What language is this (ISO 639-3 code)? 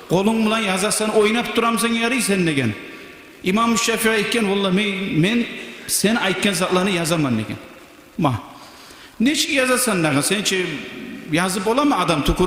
kum